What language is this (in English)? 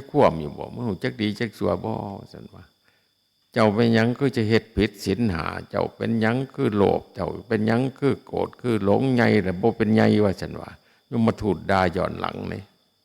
Northeastern Thai